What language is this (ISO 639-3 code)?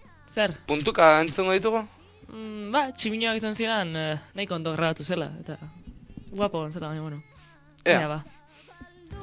eus